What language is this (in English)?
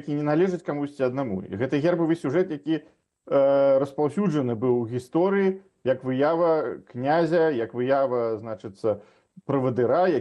Belarusian